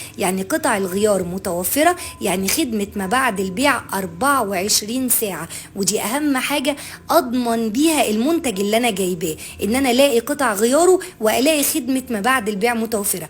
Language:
Egyptian Arabic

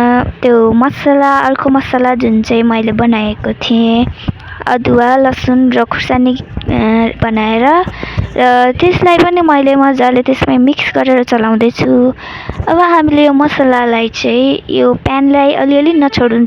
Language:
Nepali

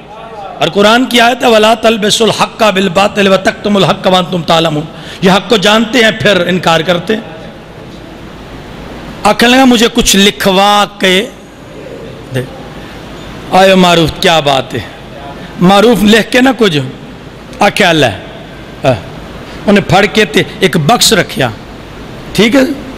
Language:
Urdu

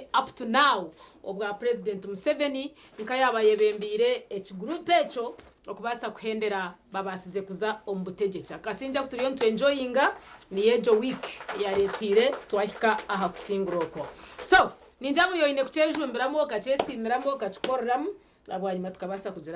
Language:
Nyankole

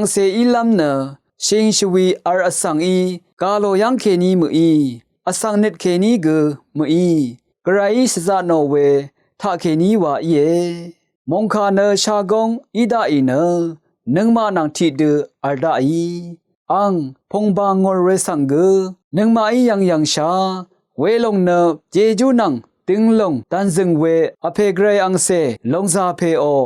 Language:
Rawang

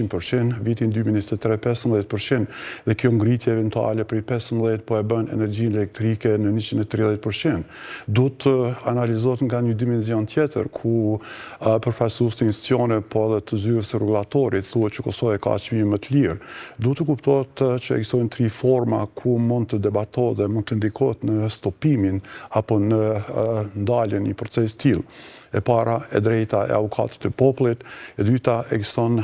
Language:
Albanian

